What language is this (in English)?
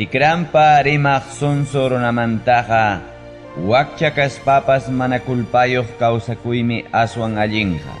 Ayacucho Quechua